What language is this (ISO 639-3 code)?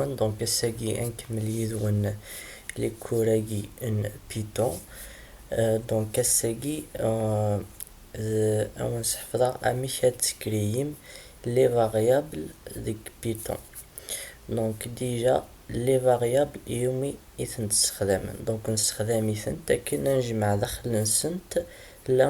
kab